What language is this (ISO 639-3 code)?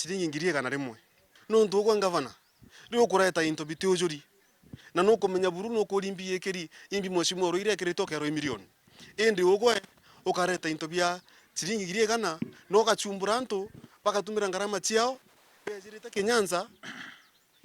mer